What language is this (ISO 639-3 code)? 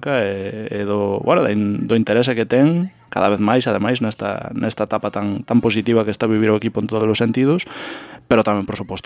glg